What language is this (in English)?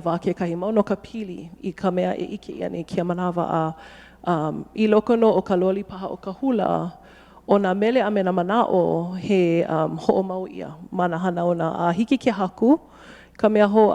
Hawaiian